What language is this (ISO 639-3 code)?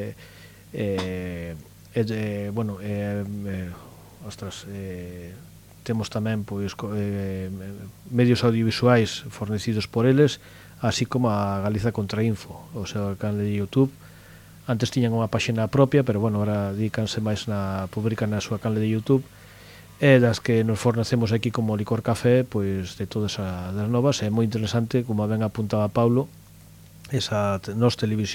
glg